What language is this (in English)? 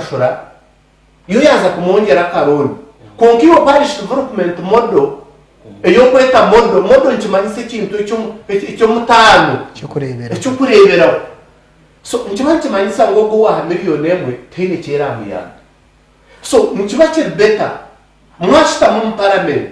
Nyankole